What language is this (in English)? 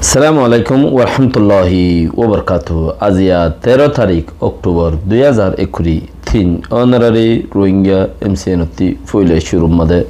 Rohingya